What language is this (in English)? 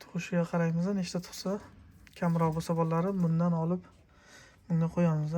Uzbek